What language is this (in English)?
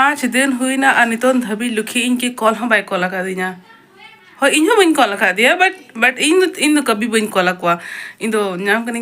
Santali